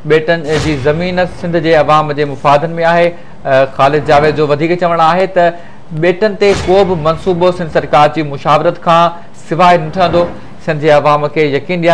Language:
Sindhi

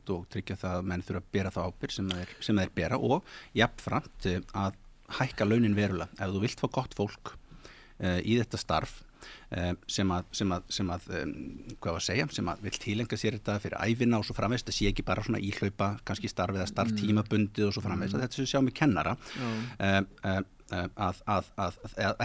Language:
Icelandic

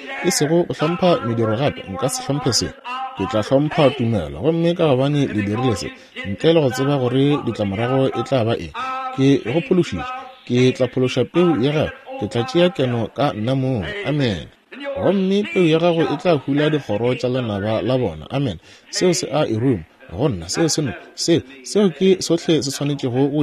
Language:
Northern Sotho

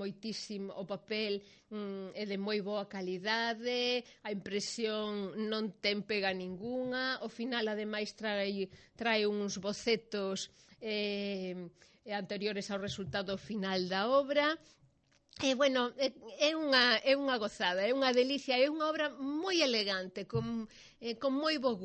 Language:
Galician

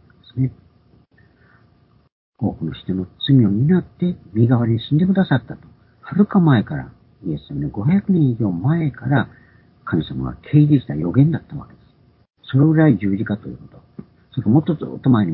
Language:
Japanese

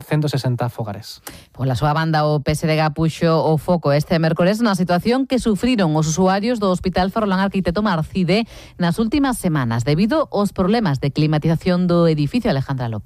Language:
Galician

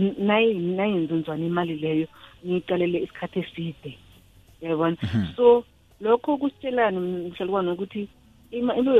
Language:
South Ndebele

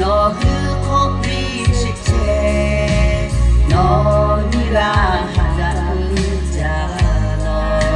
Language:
Lahu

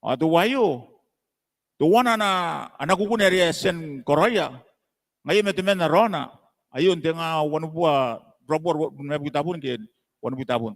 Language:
Gilbertese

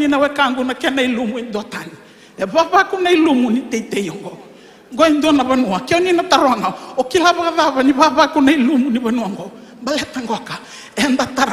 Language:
Fijian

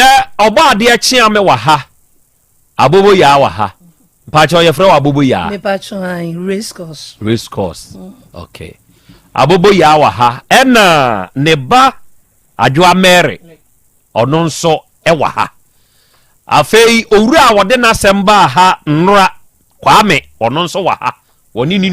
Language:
Akan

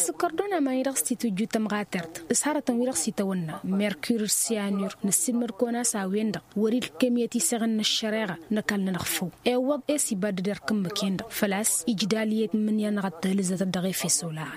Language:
Tamasheq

